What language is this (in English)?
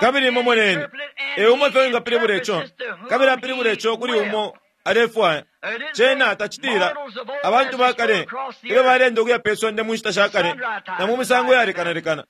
Bemba